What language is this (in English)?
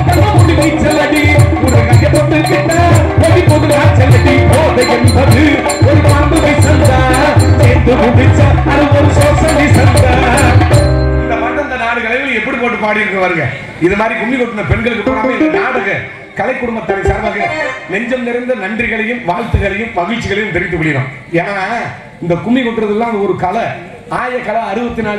Tamil